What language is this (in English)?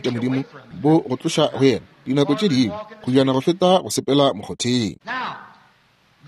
Northern Sotho